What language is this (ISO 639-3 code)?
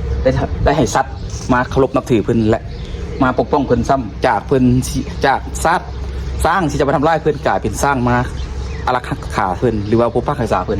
lao